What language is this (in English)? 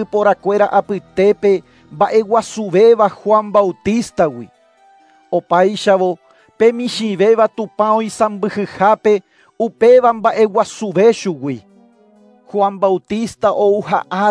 Guarani